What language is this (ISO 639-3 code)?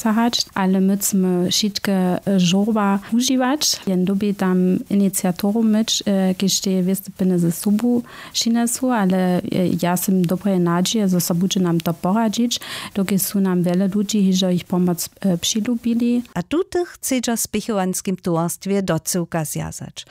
hsb